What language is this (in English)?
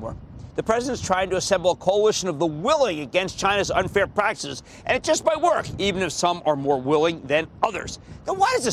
English